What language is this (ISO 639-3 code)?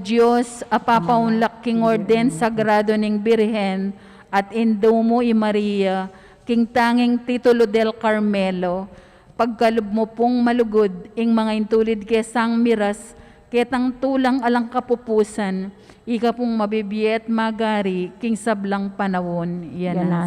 pam